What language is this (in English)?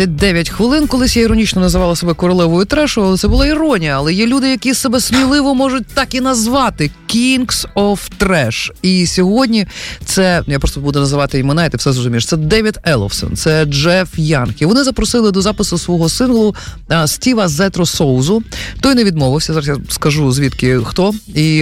Ukrainian